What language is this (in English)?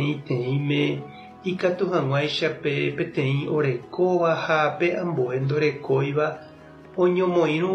Guarani